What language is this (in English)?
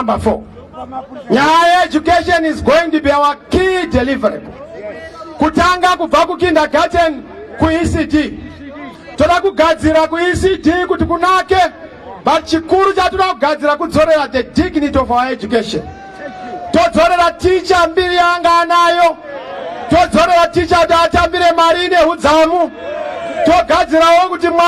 Shona